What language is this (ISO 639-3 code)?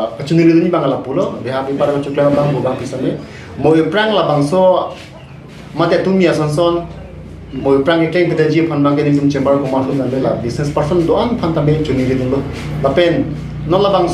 mjw